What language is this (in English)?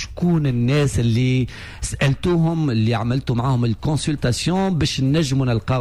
Tunisian Arabic